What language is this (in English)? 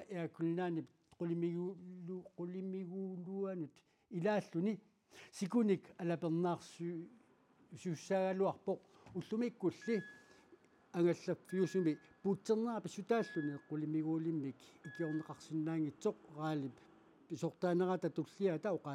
Kalaallisut